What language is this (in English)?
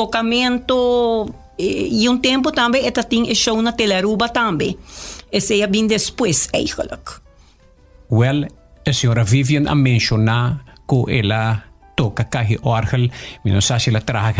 Papiamento